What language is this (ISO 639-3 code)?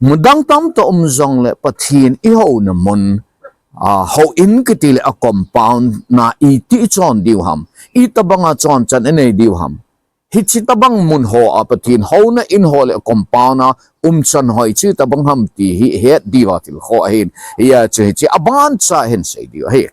tcz